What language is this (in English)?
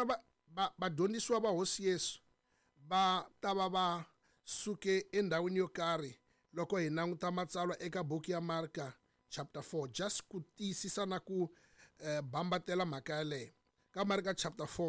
Tsonga